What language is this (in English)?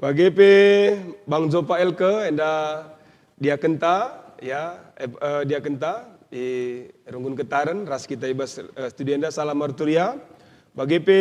Batak Karo